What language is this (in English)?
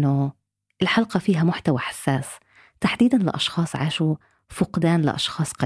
North Levantine Arabic